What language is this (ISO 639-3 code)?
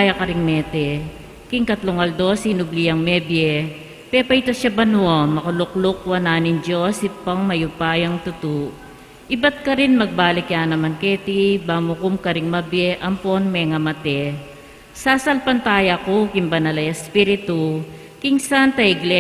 pam